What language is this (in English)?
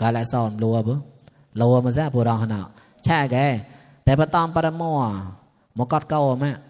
Mon